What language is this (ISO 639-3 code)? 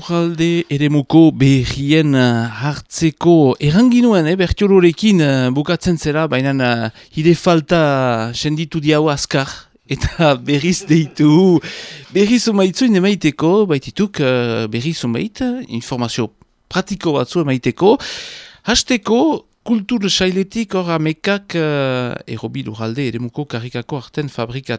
eus